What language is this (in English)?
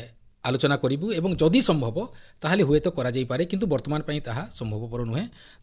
Odia